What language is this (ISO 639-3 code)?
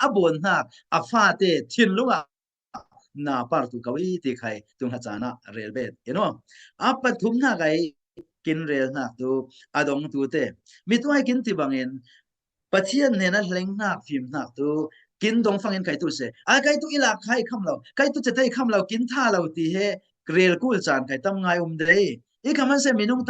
cfm